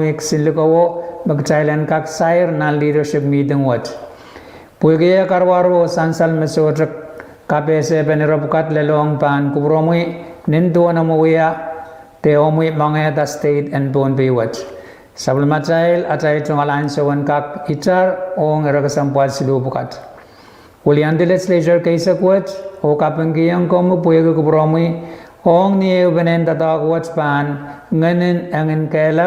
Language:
Pohnpeian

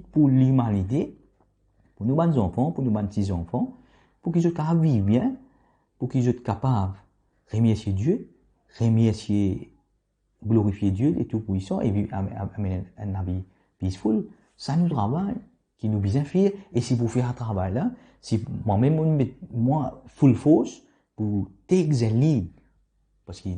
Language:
Morisyen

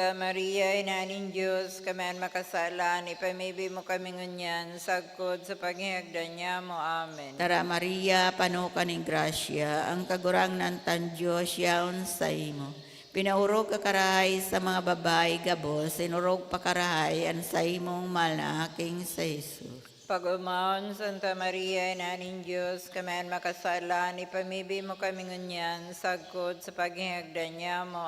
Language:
Bikol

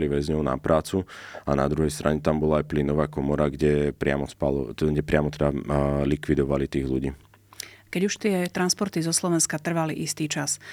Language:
Slovak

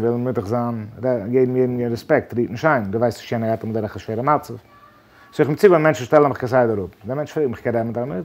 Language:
Yiddish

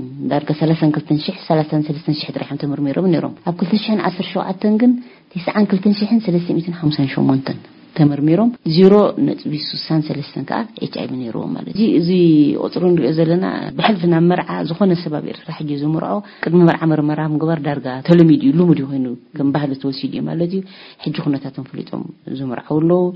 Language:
Tigrinya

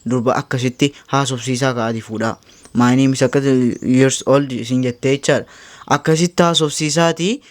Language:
Oromo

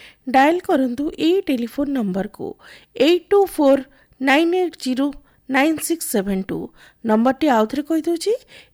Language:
Odia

